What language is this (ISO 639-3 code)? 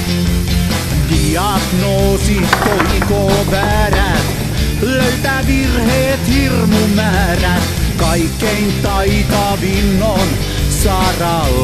fin